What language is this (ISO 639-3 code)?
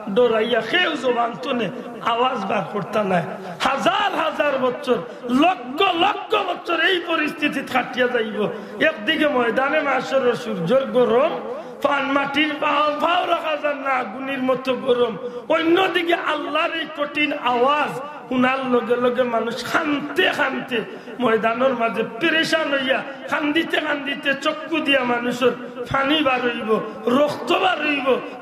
syl